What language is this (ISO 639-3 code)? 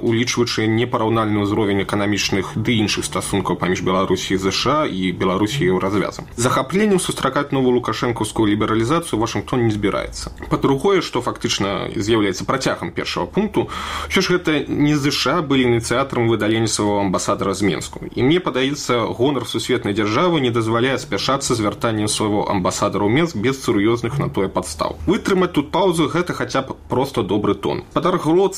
bel